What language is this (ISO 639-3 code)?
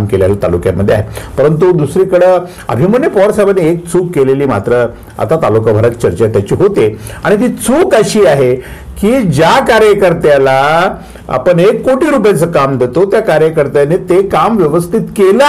mar